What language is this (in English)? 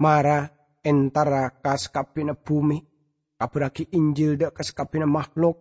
Madurese